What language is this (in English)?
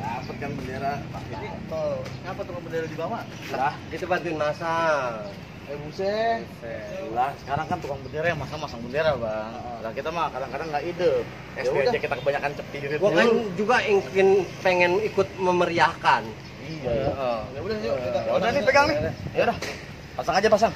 Betawi